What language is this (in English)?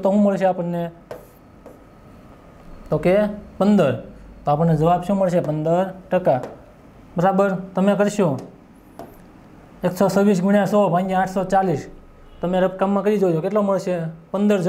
Gujarati